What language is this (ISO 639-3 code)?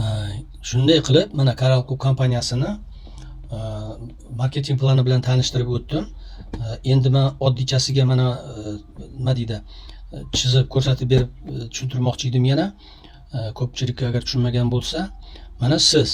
uzb